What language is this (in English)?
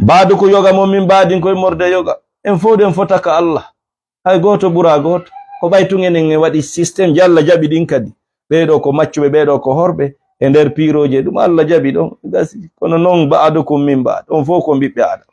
Fula